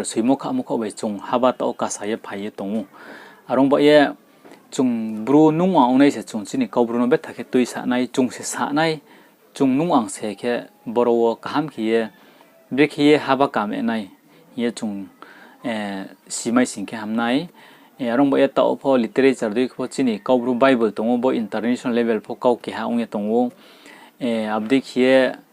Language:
Riang (India)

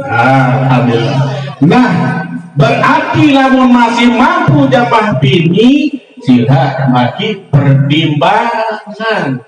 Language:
Sasak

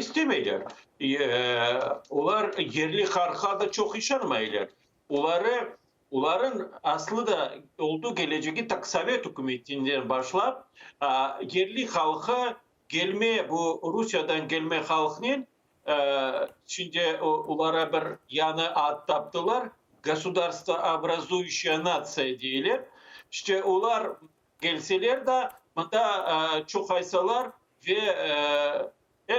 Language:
Crimean Tatar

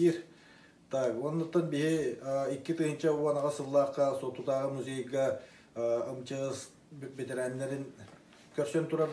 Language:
Yakut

